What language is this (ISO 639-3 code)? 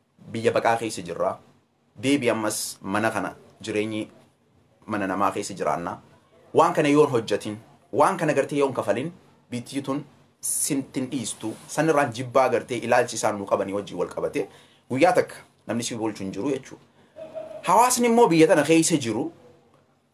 orm